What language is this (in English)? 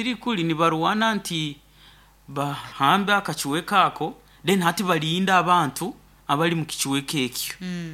Nyoro